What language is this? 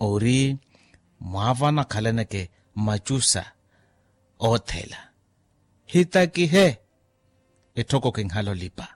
Makhuwa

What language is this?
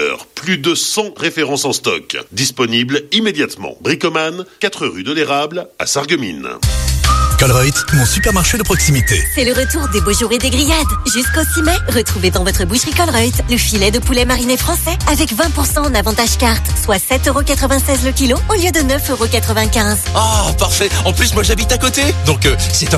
French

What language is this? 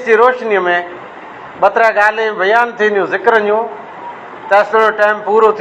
Sindhi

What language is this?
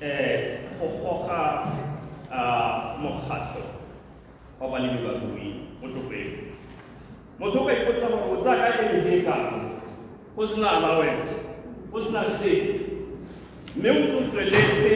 Tswana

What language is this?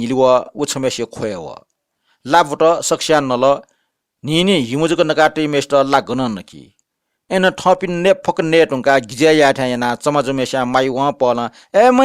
Newari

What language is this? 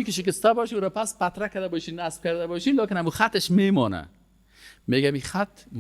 Persian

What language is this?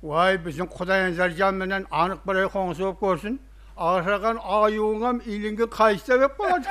Kara-Kalpak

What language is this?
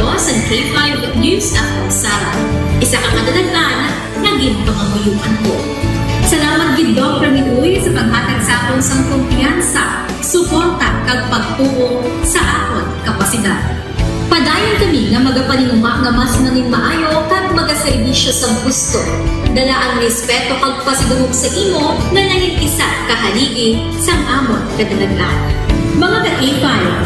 Hiligaynon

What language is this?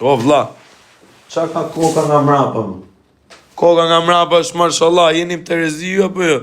Albanian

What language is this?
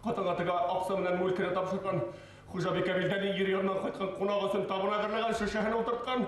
Bashkir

